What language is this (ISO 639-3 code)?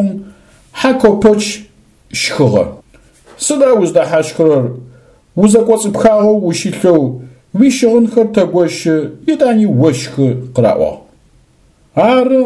ady